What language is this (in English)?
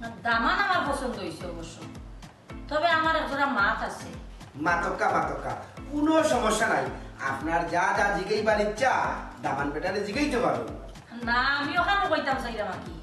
Sylheti